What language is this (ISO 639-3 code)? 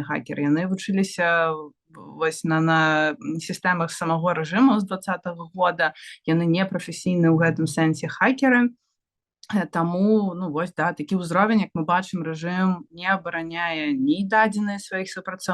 bel